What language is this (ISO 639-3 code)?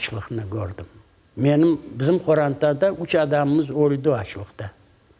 crh